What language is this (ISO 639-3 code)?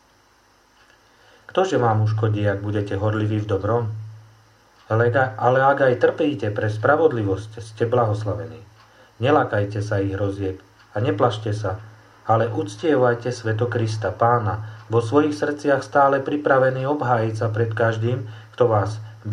slk